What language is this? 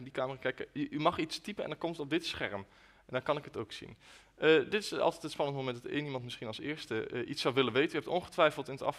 Dutch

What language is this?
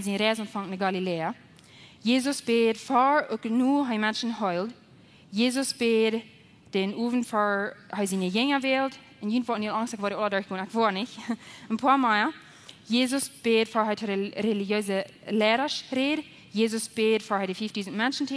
Plautdietsch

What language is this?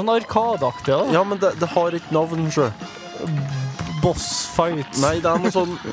Norwegian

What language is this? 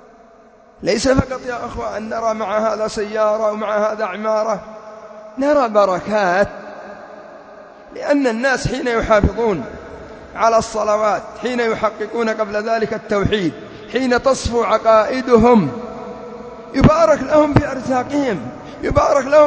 Arabic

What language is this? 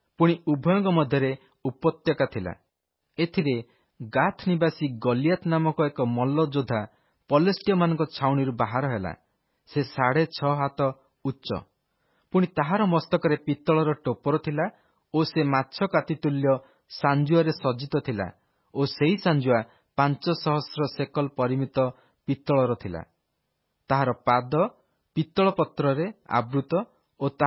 Odia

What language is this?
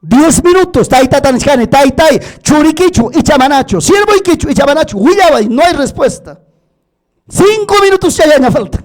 Ayacucho Quechua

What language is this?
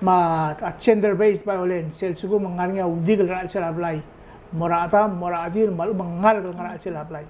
Palauan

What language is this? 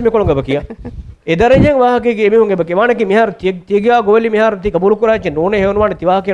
Divehi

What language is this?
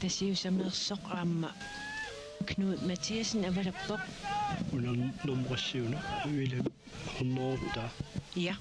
Kalaallisut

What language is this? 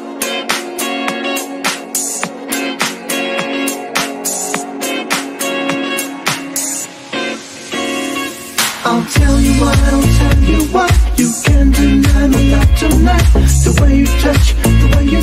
English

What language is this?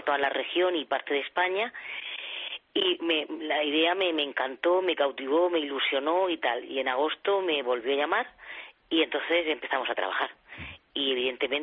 Spanish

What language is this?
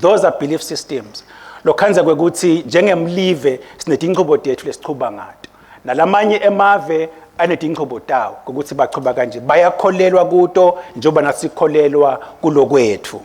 Swati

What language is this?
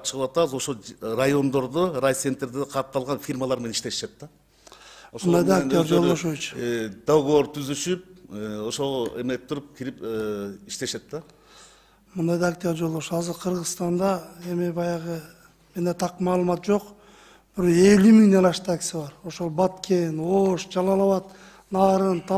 Kyrgyz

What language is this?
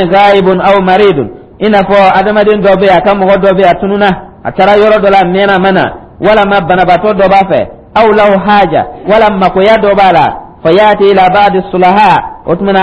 Dyula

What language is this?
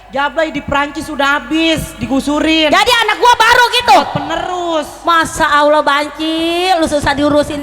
Betawi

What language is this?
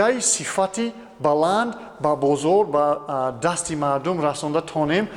Tajik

